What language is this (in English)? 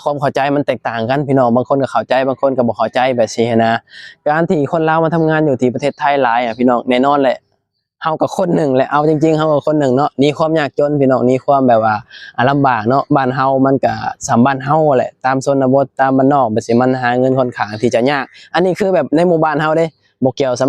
Lao